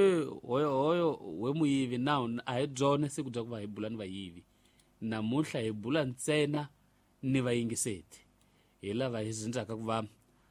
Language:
Tsonga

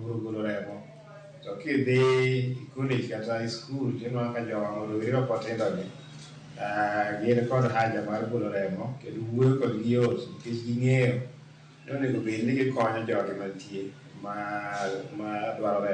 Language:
Luo (Kenya and Tanzania)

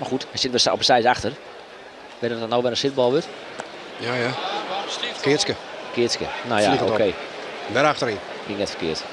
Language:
Western Frisian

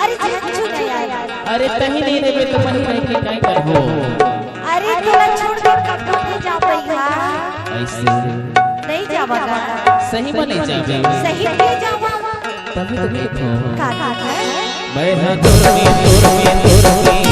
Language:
Chhattisgarhi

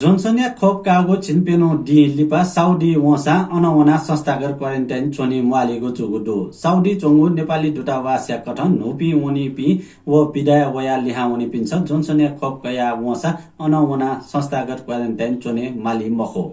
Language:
Newari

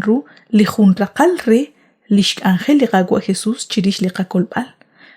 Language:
Kekchí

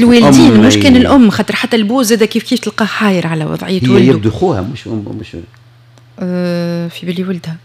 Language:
Tunisian Arabic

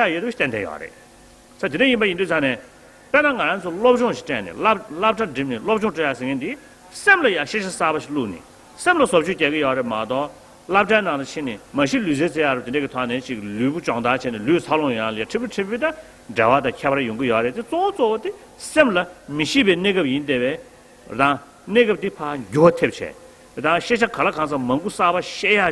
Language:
Tibetan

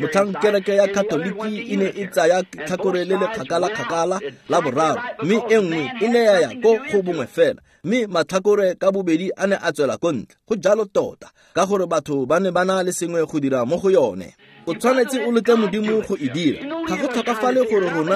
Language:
Tswana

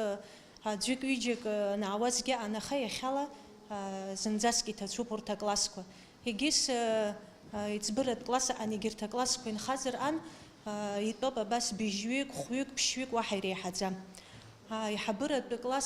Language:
Abkhazian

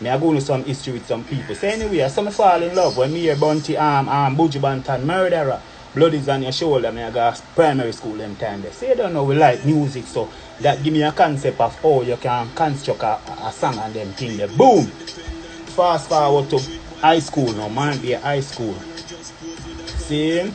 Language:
Jamaican Creole English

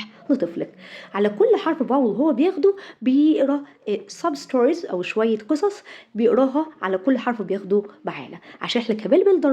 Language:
Egyptian Arabic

